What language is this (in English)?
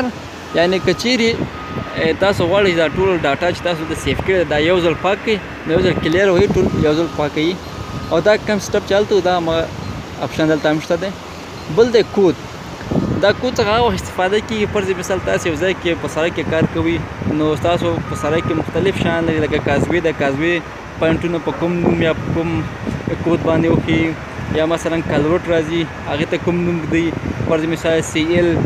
Pashto